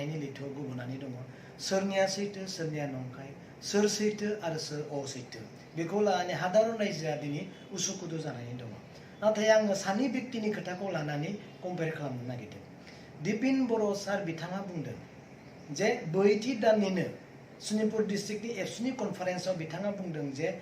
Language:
Bodo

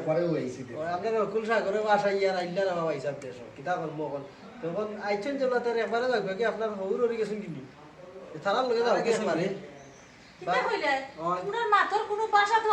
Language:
Sylheti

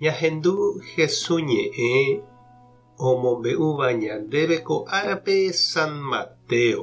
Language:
Guarani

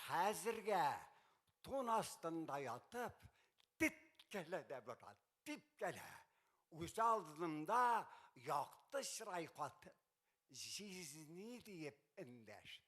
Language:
Tatar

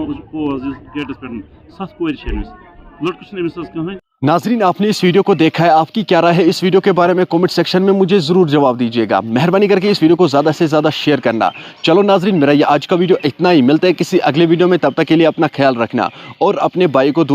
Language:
Kashmiri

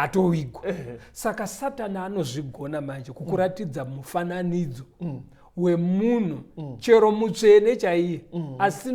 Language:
Shona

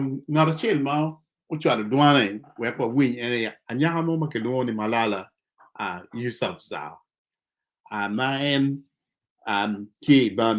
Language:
Acoli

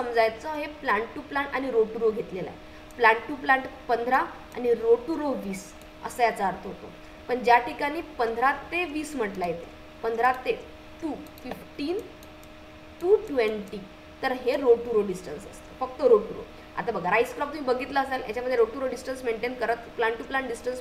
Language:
Marathi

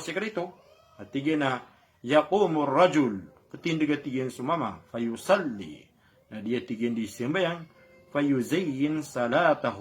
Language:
Maranao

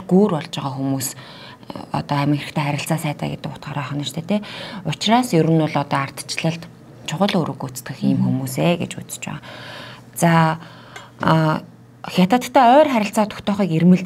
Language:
Mongolian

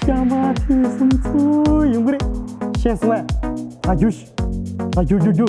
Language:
Tibetan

